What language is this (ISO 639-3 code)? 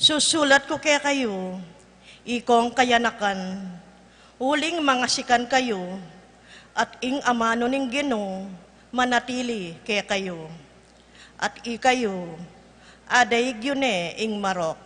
pam